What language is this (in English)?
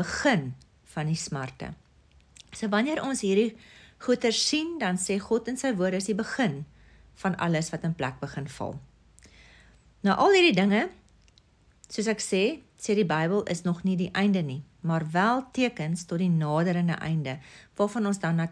Afrikaans